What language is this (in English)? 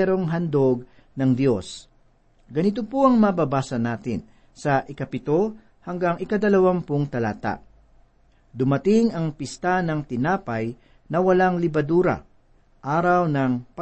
Filipino